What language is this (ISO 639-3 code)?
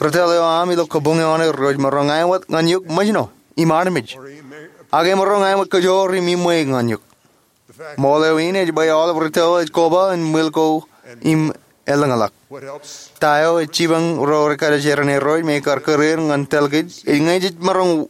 mah